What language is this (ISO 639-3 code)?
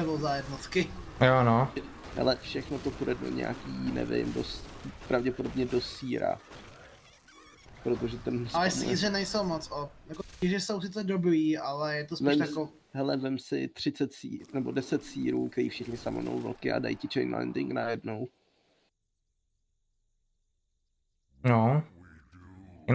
ces